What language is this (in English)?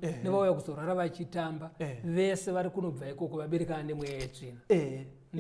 Shona